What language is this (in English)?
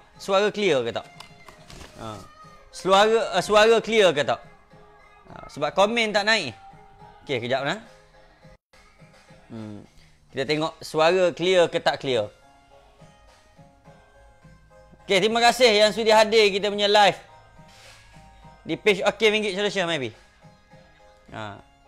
Malay